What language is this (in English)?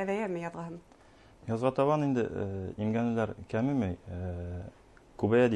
Bashkir